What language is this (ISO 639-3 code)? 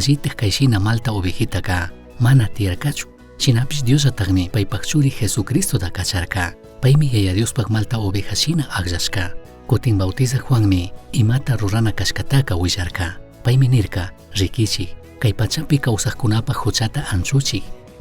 qug